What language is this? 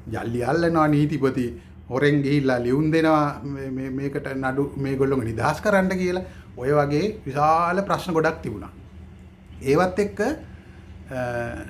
Sinhala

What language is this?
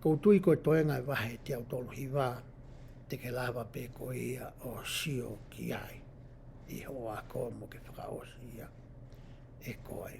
Tongan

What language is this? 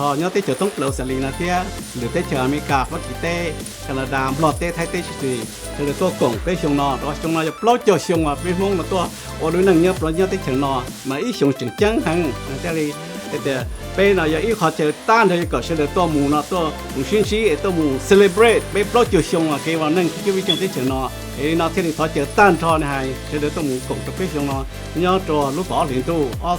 Hmong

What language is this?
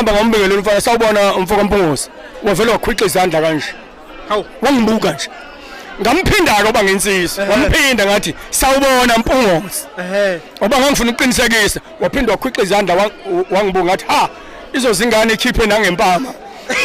Zulu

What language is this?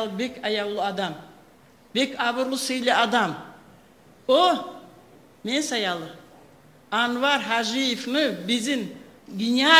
Kumyk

